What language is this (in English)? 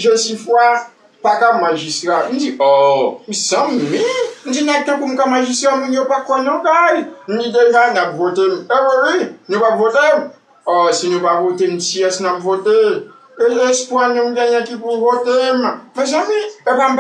Haitian Creole